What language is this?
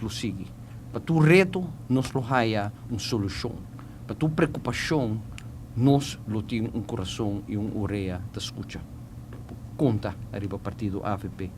Papiamento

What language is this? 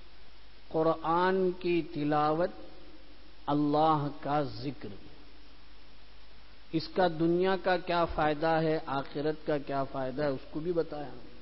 Urdu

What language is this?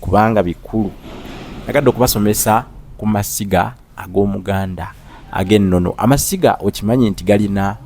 Ganda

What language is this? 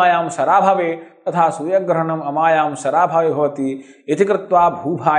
Sanskrit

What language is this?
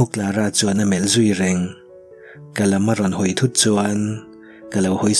Mizo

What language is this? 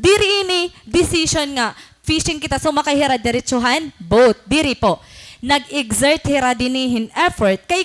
Waray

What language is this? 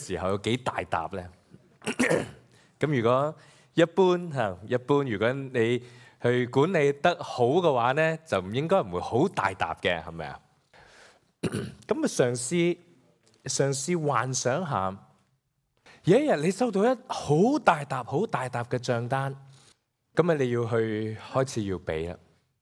Cantonese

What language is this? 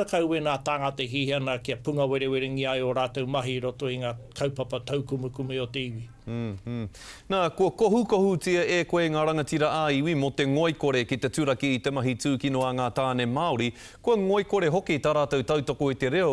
Māori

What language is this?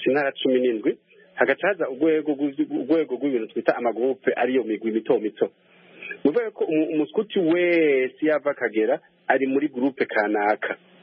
Kinyarwanda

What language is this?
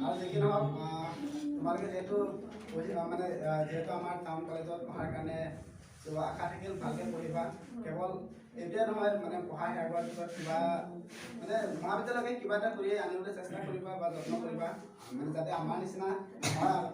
Assamese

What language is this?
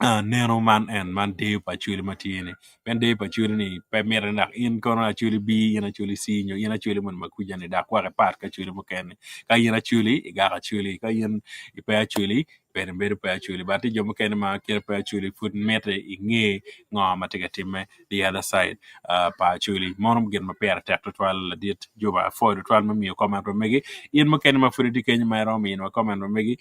Acoli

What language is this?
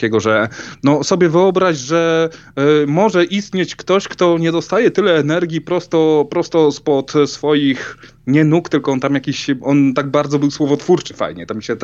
Polish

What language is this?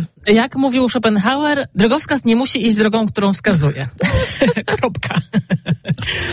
Polish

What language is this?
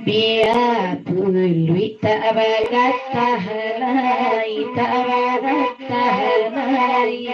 Minangkabau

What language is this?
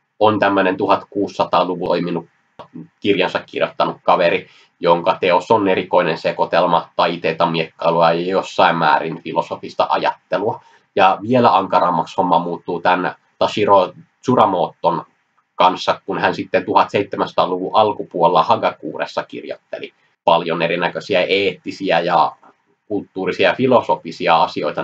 Finnish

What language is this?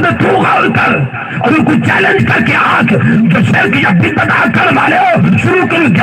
Saraiki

